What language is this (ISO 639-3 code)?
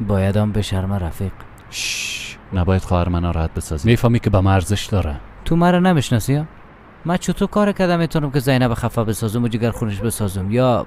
fas